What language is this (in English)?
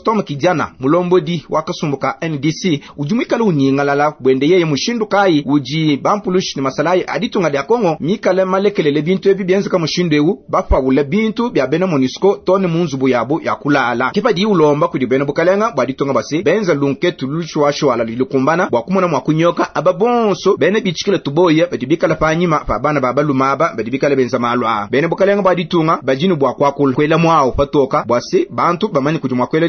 Luba-Lulua